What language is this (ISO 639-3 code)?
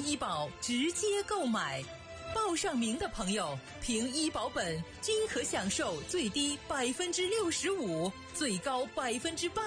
zho